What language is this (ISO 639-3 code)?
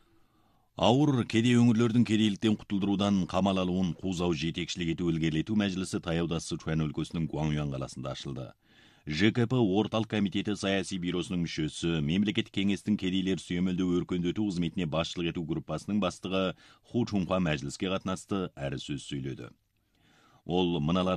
kaz